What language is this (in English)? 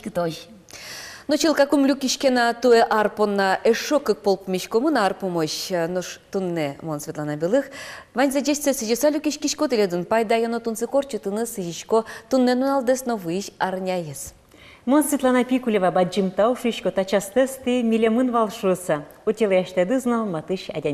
Udmurt